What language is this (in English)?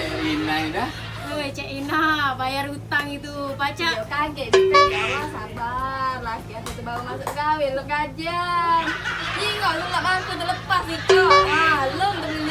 Musi